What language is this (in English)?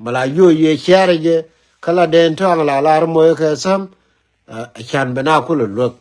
Nuer